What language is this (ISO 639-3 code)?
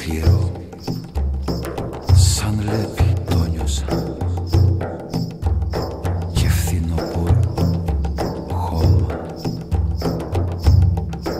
ell